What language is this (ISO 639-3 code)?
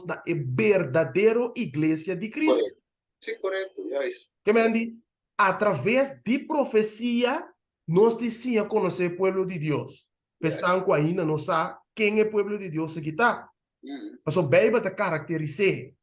pap